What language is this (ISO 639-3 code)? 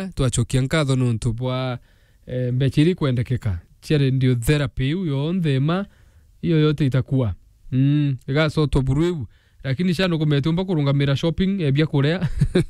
mer